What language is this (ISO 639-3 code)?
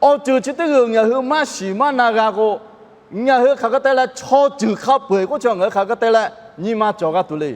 lhu